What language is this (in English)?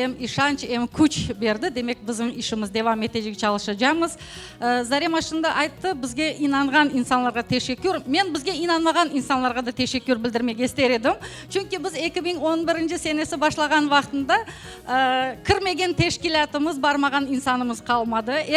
Crimean Tatar